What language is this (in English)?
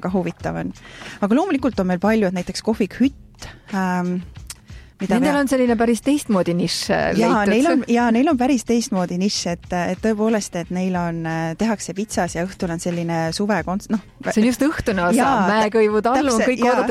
Estonian